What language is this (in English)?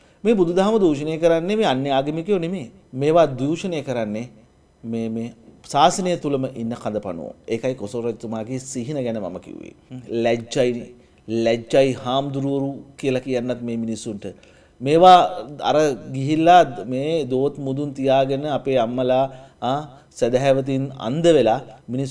Sinhala